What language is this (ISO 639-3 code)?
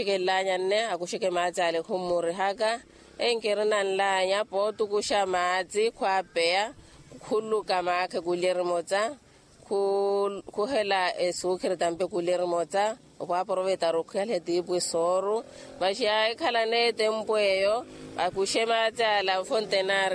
vmw